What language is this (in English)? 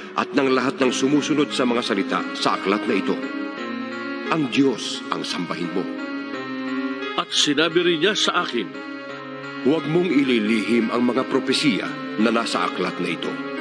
Filipino